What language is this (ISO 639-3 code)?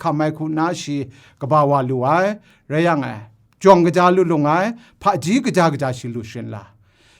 kac